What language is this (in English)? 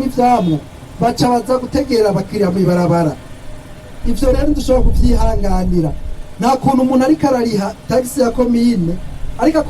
Rundi